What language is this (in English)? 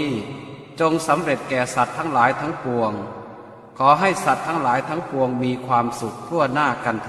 Pali